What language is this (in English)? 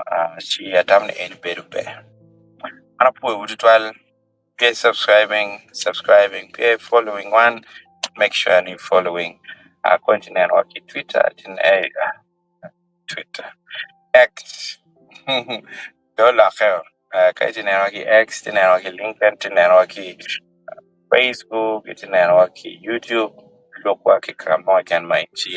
Acoli